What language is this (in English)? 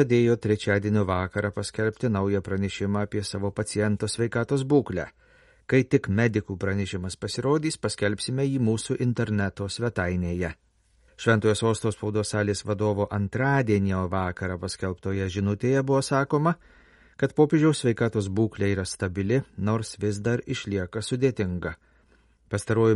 Lithuanian